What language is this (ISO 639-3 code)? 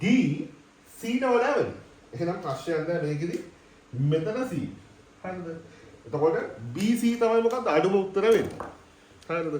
sin